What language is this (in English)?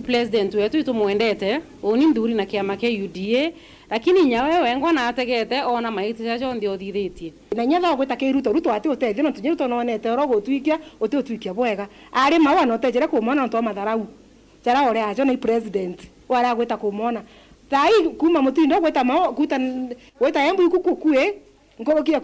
Meru